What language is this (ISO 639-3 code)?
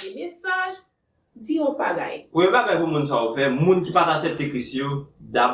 hat